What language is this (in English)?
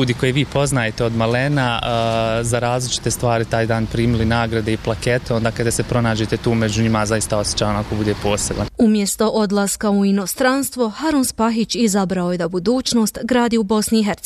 Bosnian